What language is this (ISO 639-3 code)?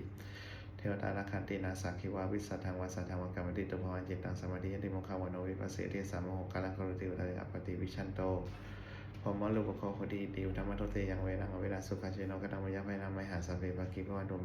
pli